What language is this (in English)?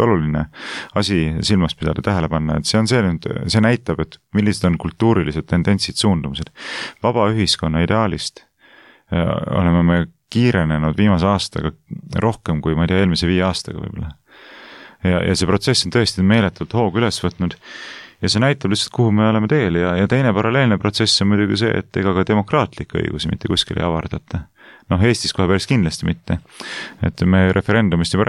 Estonian